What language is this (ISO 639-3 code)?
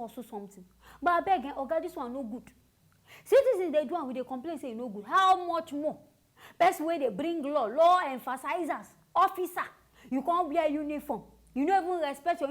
pcm